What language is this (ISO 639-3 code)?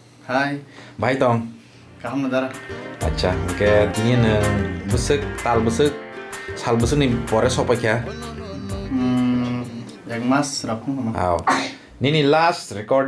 trp